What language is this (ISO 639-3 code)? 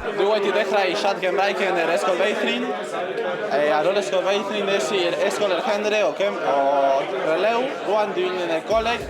cym